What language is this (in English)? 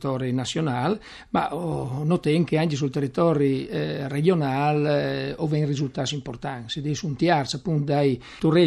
Friulian